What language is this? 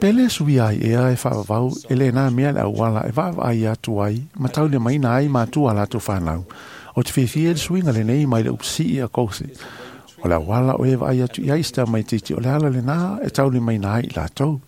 Samoan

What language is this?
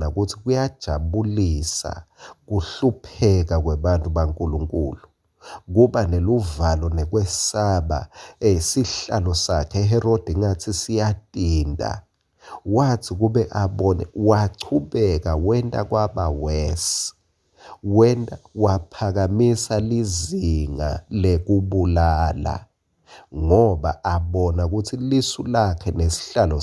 Swati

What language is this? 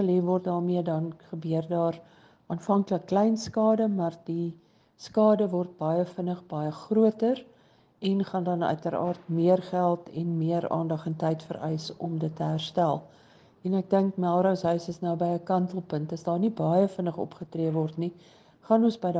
Afrikaans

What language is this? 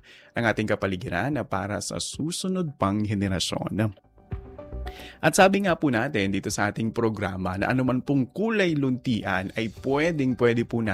Filipino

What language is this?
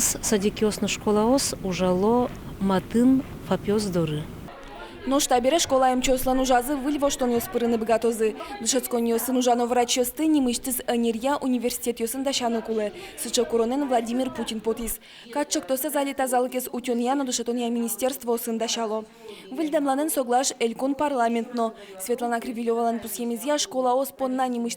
Udmurt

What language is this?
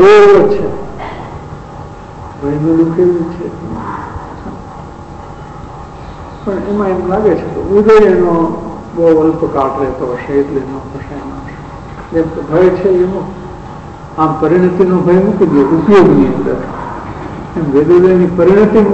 Gujarati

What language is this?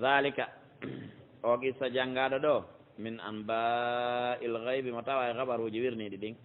Pular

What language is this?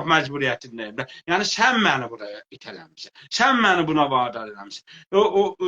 South Azerbaijani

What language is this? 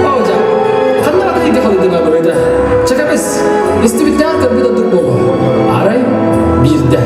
Yakut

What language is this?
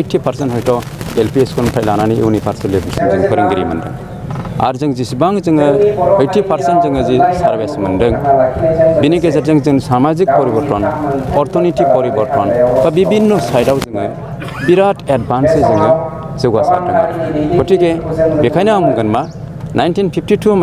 Bodo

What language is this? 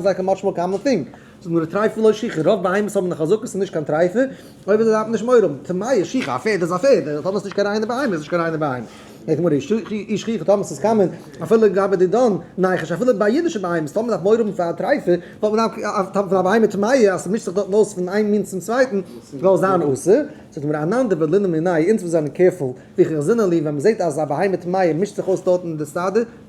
Yiddish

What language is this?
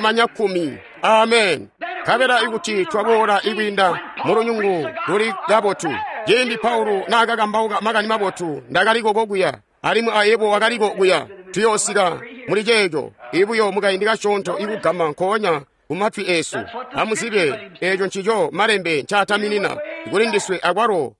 Tonga (Zambia)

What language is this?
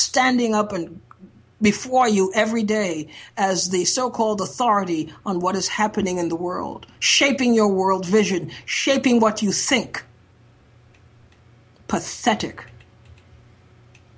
English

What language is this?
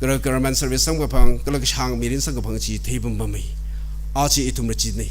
Tangkhul Naga (India)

